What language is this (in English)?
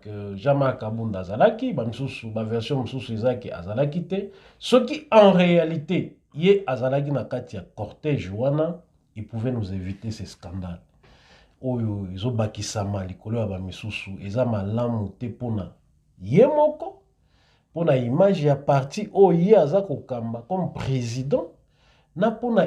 Lingala